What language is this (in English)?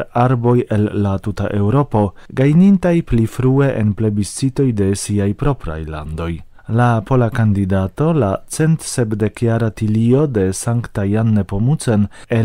Esperanto